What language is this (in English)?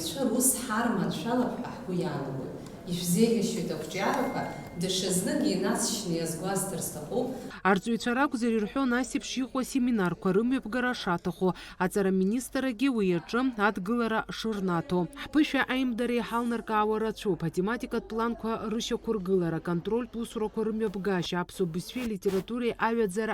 Abkhazian